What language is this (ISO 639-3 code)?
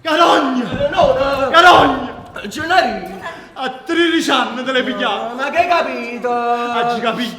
nap